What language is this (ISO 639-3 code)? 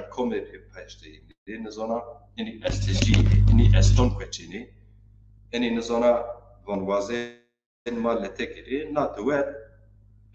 zza